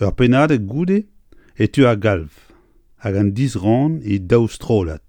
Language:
Breton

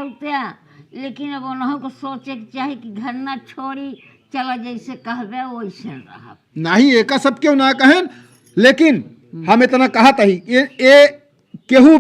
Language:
Awadhi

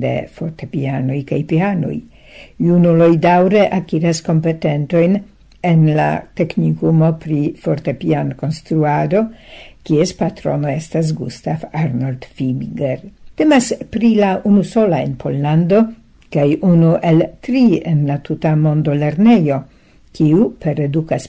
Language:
Esperanto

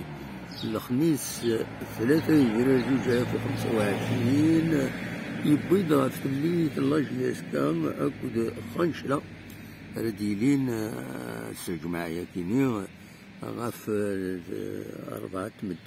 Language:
Kabyle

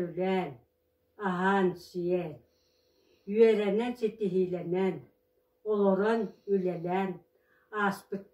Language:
Yakut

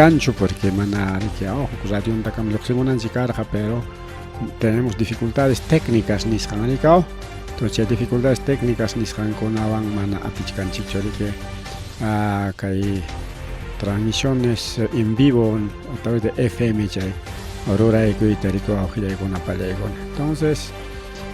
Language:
Ayacucho Quechua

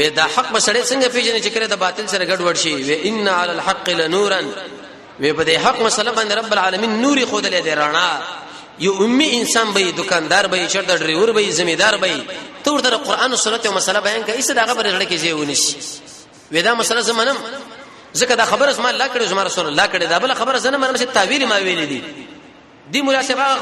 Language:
Pashto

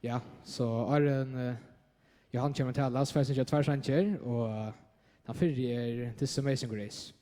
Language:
Faroese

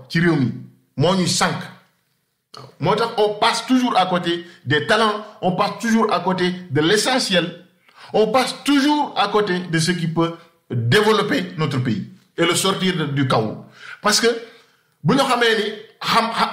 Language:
Wolof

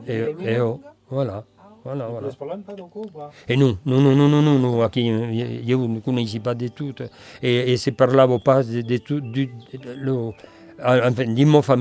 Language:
Occitan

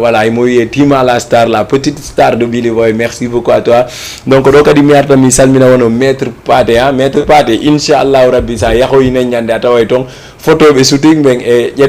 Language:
Fula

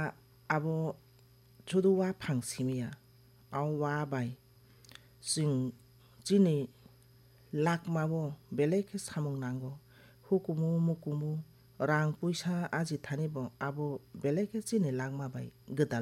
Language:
Kok Borok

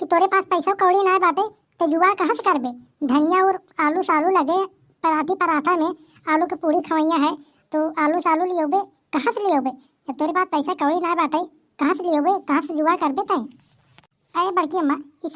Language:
Awadhi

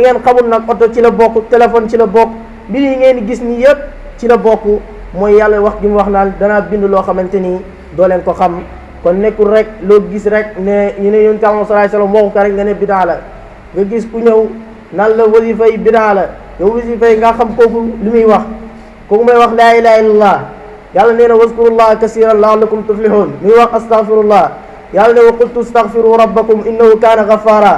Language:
Wolof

